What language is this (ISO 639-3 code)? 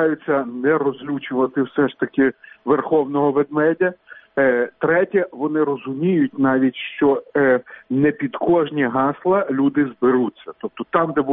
ukr